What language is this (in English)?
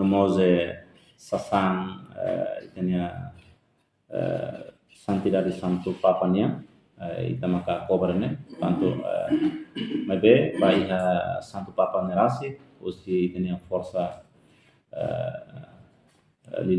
Tetum